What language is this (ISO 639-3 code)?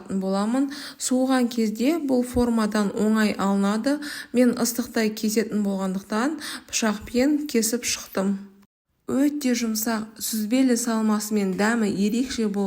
kaz